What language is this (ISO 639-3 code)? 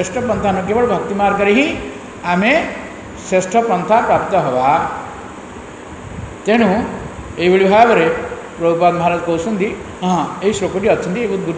ori